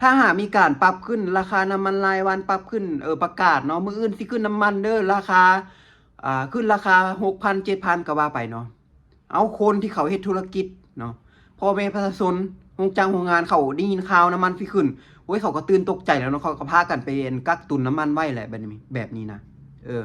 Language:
Lao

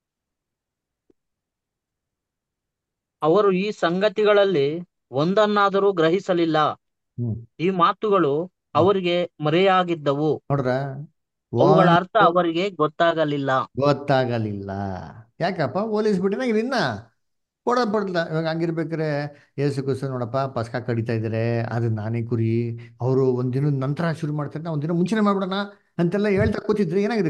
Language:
Kannada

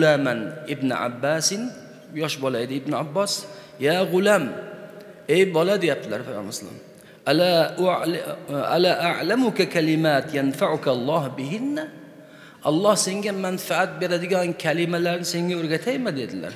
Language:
Uzbek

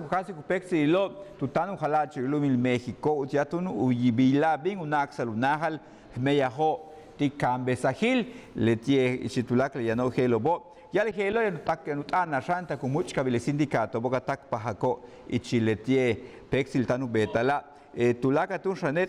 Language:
Yucateco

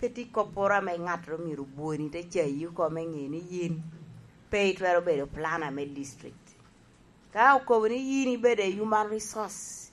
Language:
Lango (Uganda)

